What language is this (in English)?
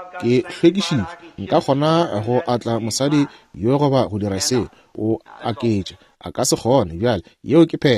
Northern Sotho